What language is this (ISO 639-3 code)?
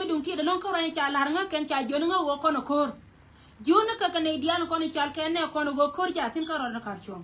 nus